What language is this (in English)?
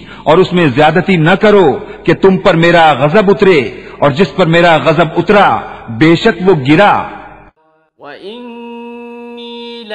Urdu